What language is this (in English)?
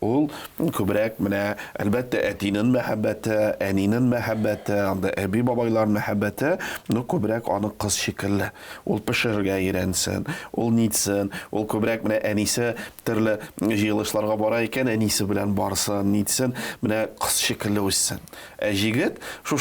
Tatar